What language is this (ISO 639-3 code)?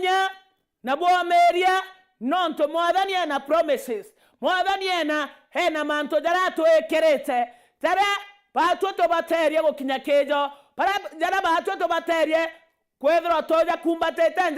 mer